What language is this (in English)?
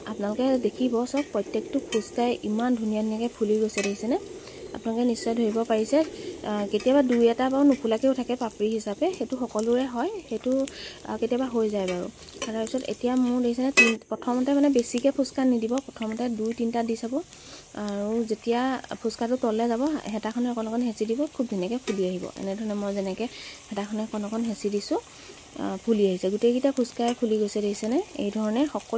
Assamese